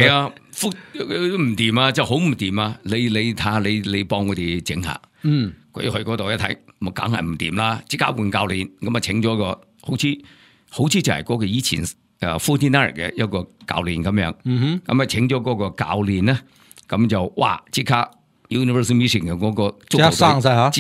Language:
Cantonese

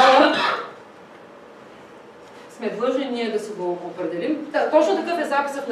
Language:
Bulgarian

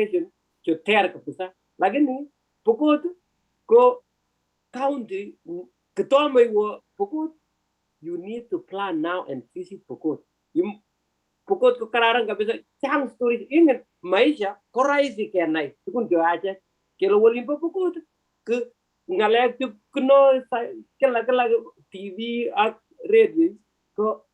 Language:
Kalenjin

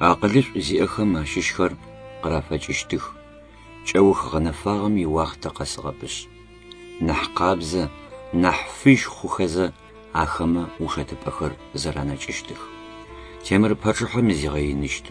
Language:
Adyghe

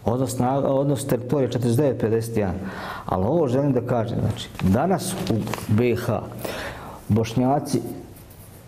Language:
Bosnian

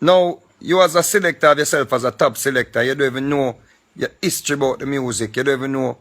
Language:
Jamaican Creole English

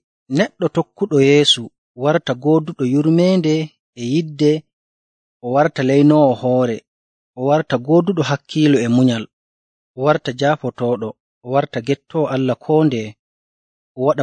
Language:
Nigerian Fulfulde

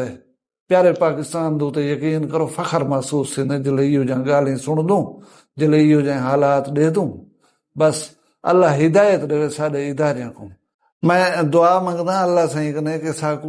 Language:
Saraiki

